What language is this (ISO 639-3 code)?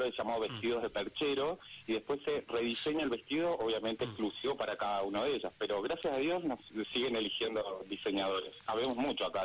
spa